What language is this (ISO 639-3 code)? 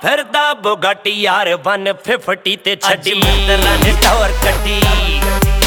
pan